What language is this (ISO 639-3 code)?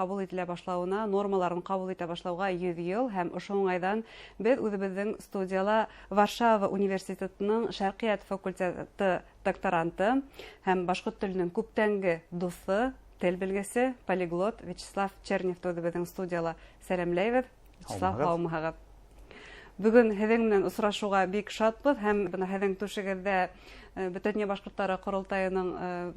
bak